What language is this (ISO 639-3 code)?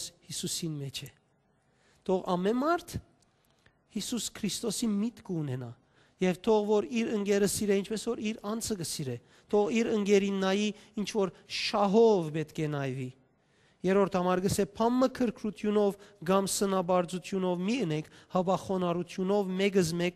hyw